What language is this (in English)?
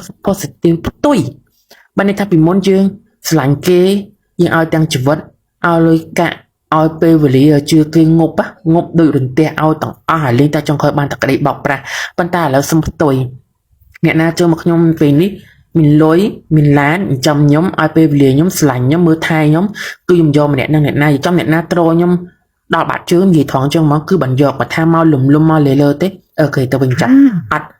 Khmer